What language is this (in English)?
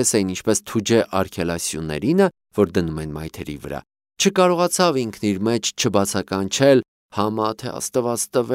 Armenian